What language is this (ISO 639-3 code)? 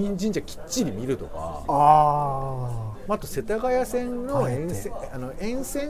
jpn